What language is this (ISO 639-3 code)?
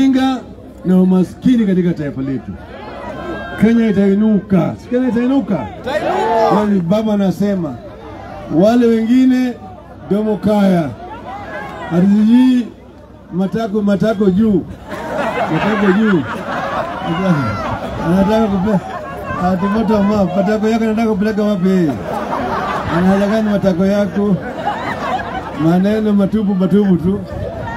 swa